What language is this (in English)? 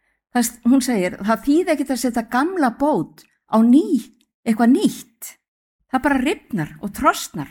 Icelandic